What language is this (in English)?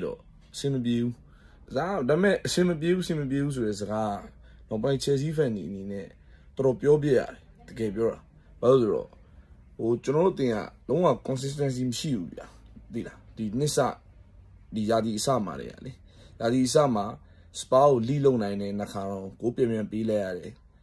Burmese